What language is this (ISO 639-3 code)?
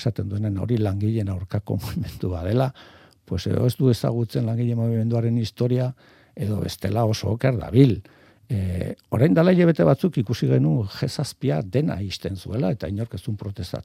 eus